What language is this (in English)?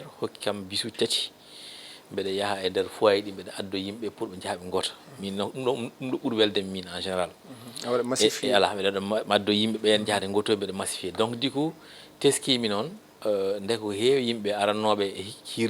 Fula